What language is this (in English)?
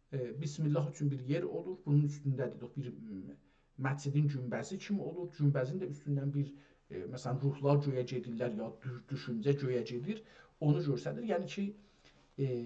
South Azerbaijani